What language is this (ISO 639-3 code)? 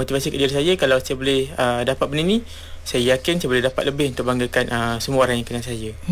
msa